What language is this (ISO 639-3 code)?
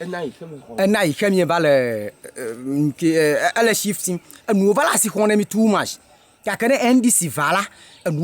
ewe